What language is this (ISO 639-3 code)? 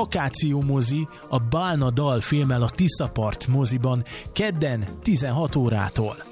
hun